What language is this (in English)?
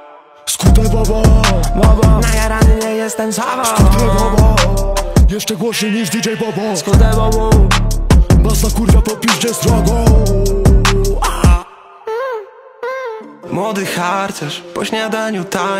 Polish